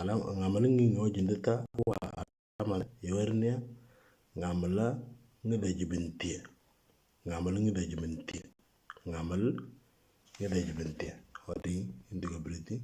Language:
Moro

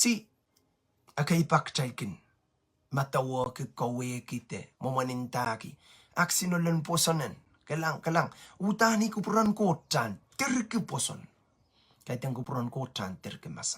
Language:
Pohnpeian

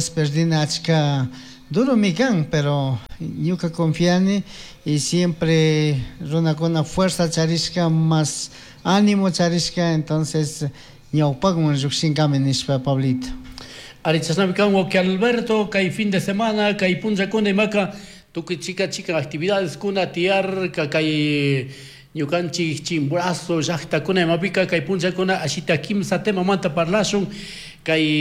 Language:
Chimborazo Highland Quichua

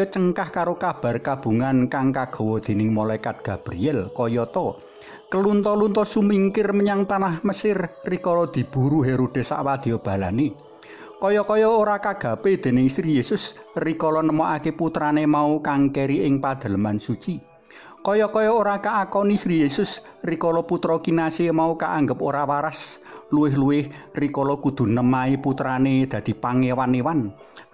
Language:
Javanese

